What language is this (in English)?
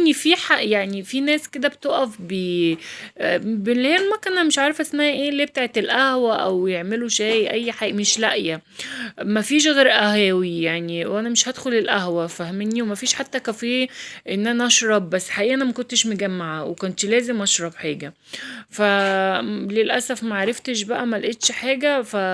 Egyptian Arabic